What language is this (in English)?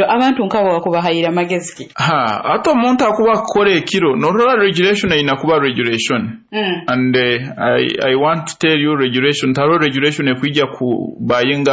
Nyoro